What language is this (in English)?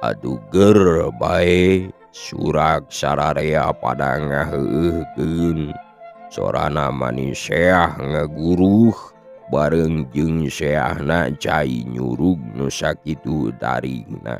Sundanese